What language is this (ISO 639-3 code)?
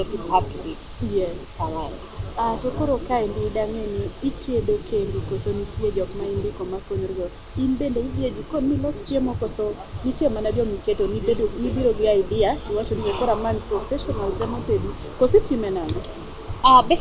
luo